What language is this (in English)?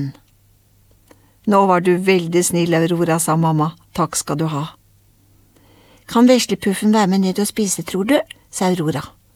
Norwegian